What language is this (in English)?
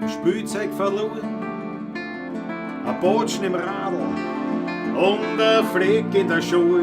Bavarian